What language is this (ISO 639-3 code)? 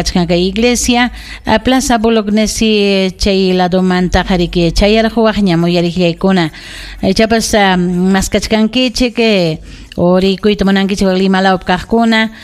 quy